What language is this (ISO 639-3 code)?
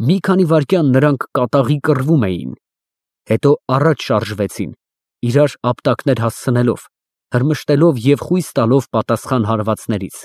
hye